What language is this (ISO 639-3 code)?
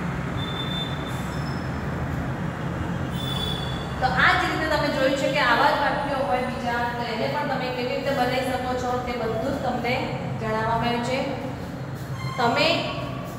guj